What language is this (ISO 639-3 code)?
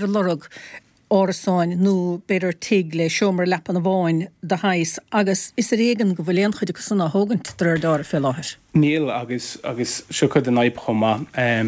gle